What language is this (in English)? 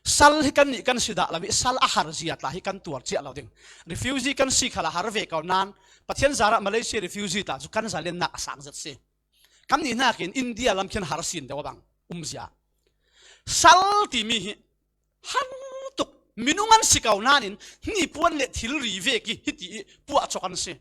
Falam Chin